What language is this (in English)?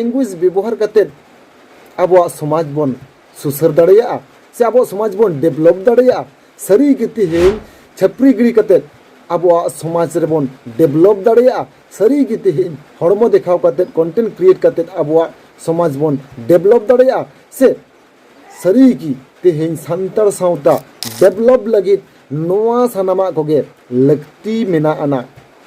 Santali